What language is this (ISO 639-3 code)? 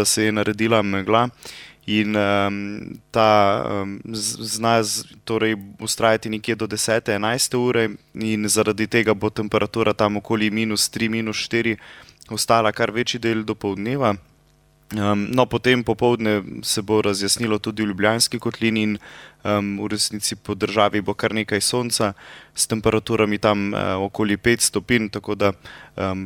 slv